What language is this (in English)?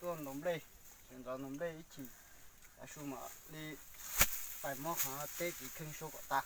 Hmong